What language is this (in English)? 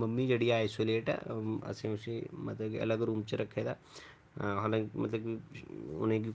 Dogri